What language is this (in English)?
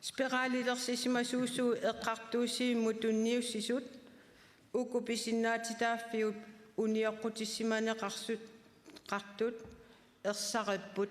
Kalaallisut